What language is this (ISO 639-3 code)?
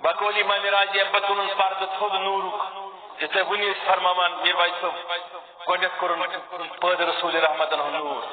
kas